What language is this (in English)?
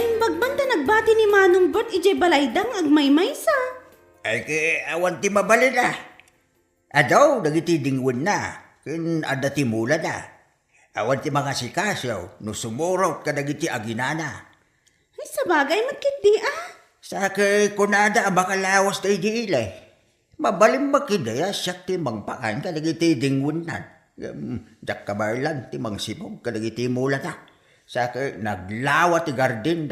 Iloko